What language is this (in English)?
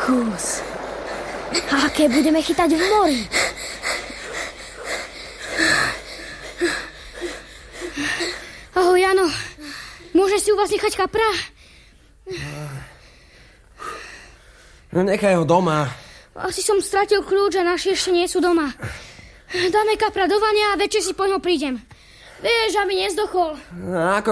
Slovak